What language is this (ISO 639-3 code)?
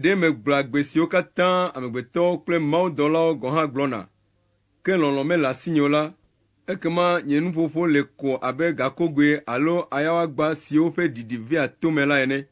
ewe